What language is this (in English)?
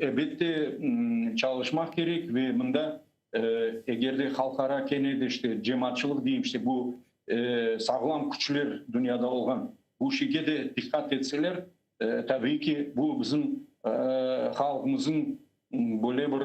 Crimean Tatar